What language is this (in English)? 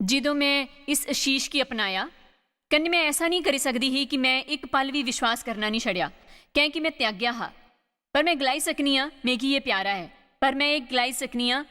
Dogri